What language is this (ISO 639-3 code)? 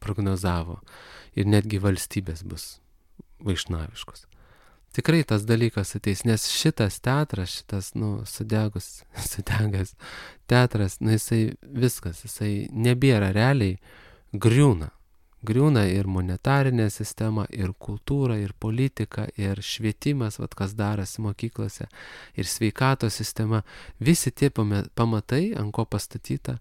lit